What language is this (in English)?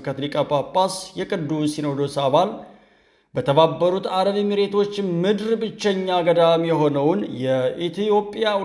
Amharic